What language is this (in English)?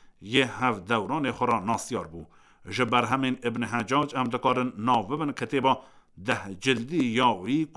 Kurdish